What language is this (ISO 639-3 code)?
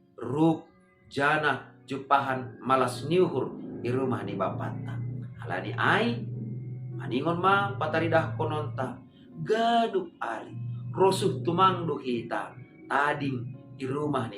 bts